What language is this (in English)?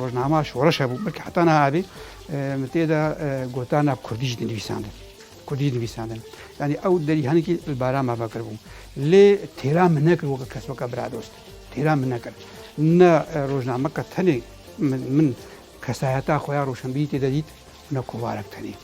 Kurdish